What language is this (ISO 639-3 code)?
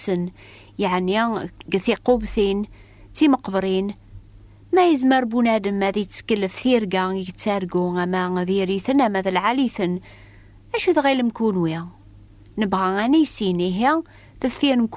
kab